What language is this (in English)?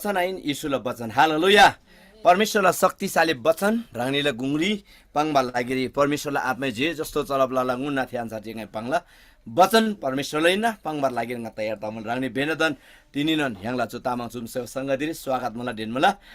Eastern Tamang